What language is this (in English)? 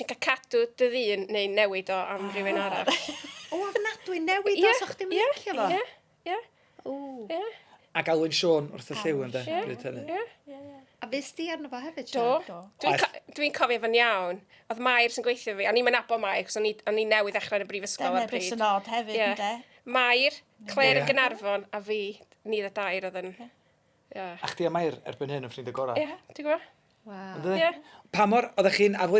Welsh